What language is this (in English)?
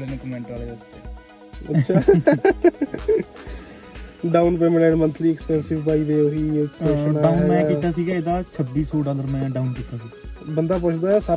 Punjabi